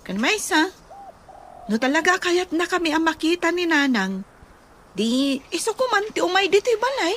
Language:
Iloko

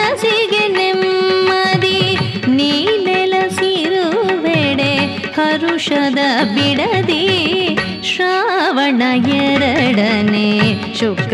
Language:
Kannada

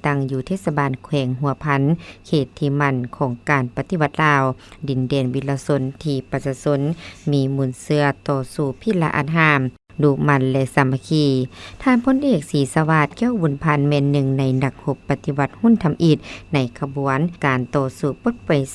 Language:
Lao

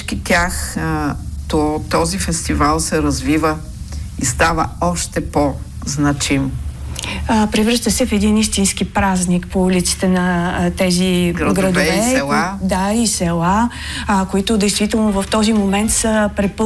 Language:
Bulgarian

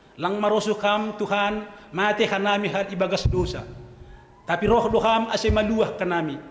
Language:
Batak Simalungun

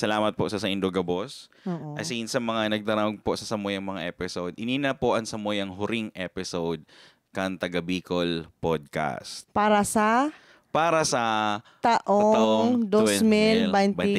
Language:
Bikol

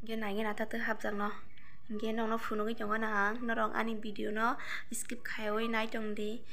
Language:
Kok Borok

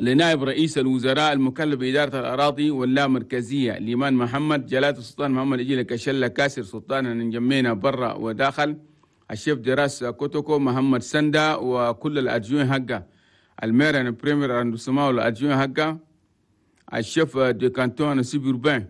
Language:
Chadian Arabic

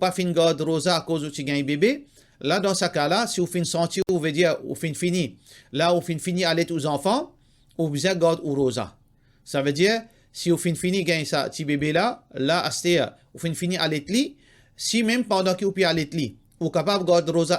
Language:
Morisyen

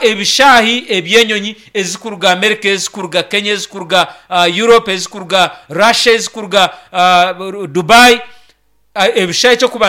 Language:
Nyankole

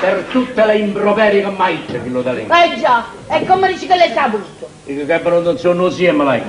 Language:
Neapolitan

